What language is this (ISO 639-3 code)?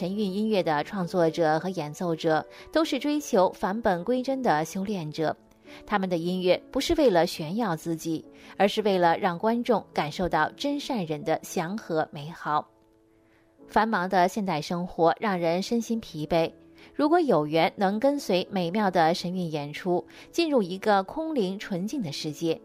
zho